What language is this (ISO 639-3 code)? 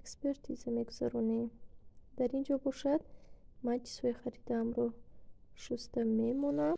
tgk